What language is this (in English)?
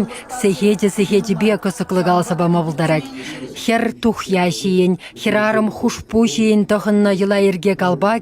Chuvash